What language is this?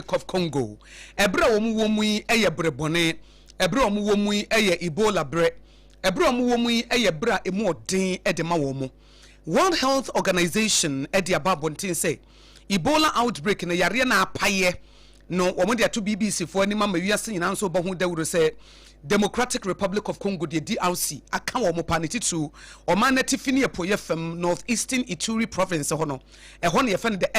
Akan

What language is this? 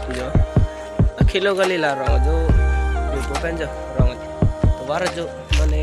Karbi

